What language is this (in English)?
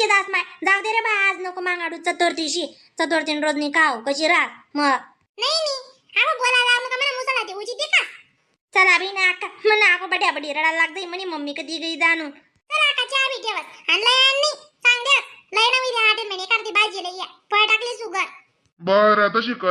Khandesi